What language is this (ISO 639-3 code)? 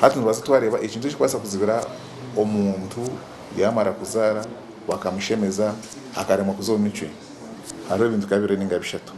nyn